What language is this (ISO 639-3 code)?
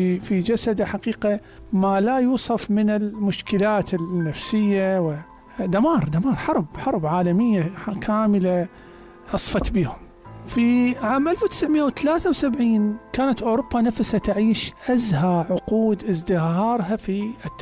acm